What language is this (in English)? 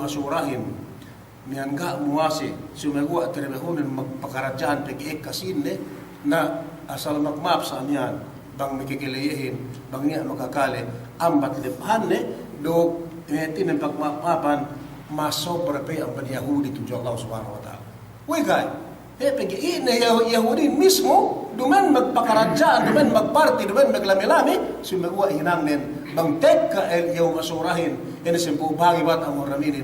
Yakan